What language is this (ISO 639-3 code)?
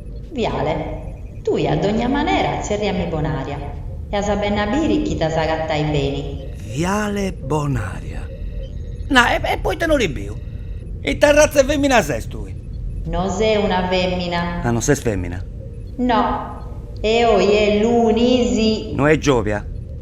srd